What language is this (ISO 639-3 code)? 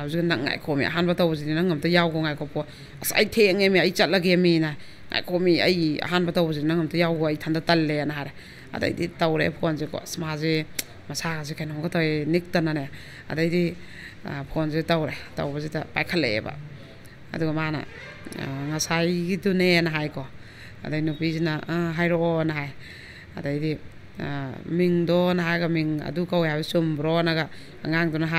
mni